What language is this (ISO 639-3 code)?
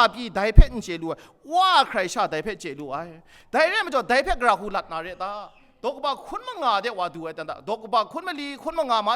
kac